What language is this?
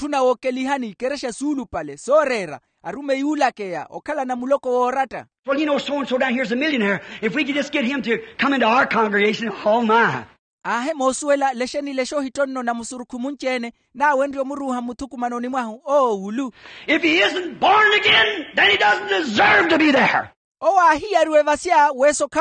Makhuwa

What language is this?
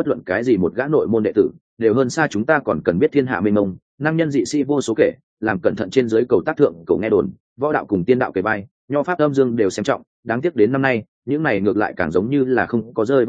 Vietnamese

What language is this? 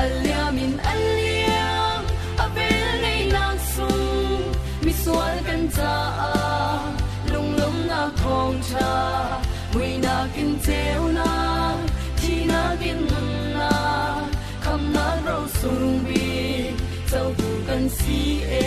Falam Chin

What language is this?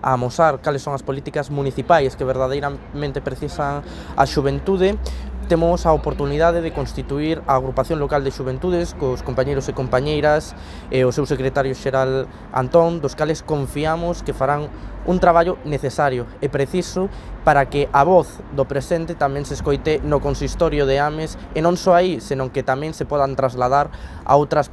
Galician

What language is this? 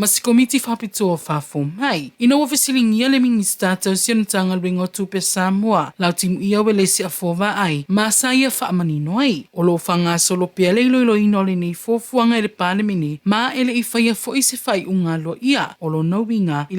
Samoan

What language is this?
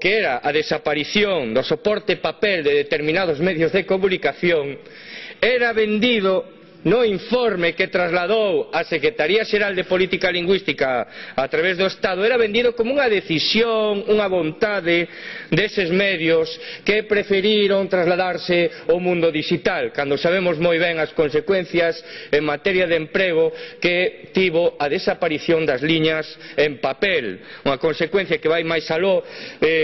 Galician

